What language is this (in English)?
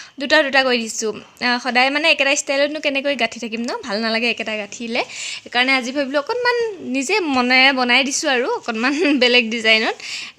Assamese